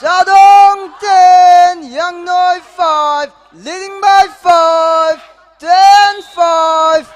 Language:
Tangkhul Naga (India)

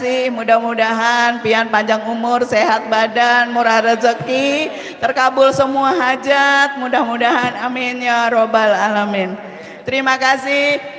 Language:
Banjar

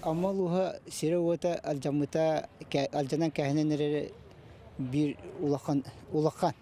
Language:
Yakut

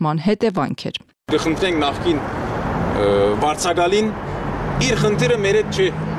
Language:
Armenian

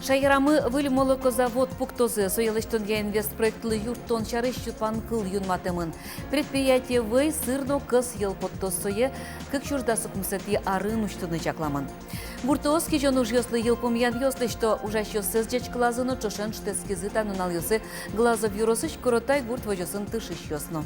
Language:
Udmurt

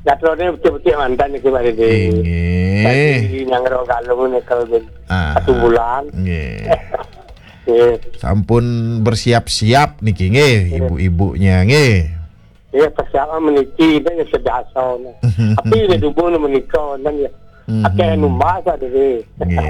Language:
Balinese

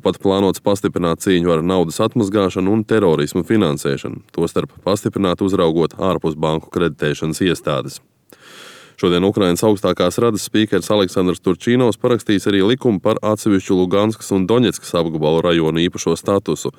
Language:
Latvian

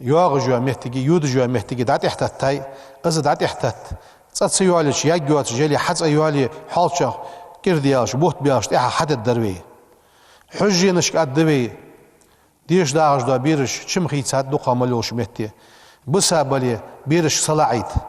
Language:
Ingush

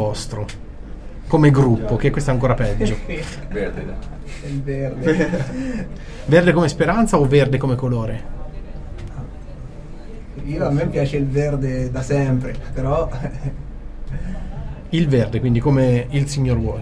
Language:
Italian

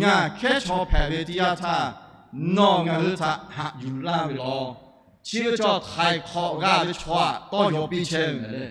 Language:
Lahu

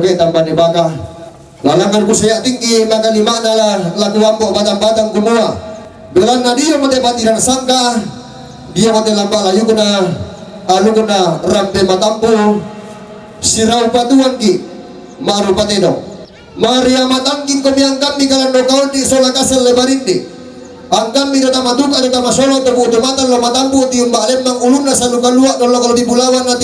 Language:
Toraja-Sa'dan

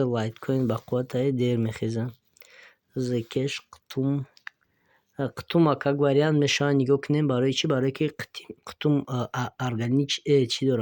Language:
Tajik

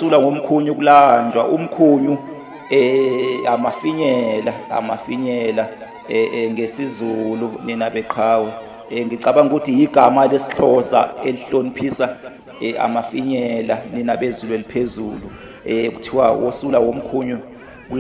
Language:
Zulu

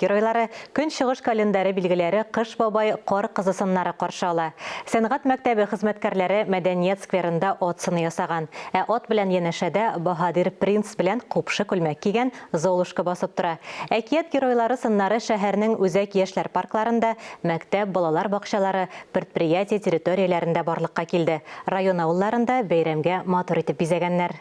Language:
Tatar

